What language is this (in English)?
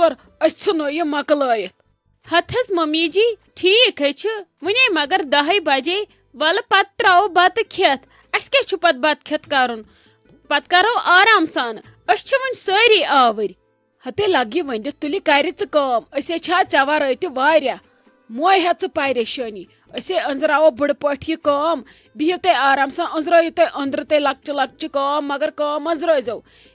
Kashmiri